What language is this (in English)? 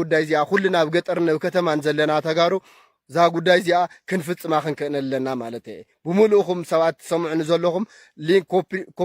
Tigrinya